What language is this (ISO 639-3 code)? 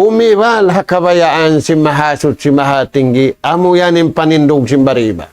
tsg